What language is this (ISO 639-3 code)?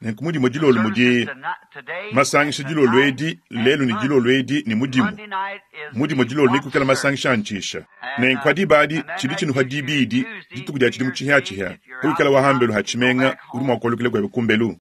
lua